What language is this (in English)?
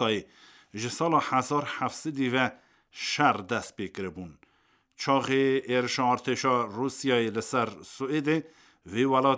Kurdish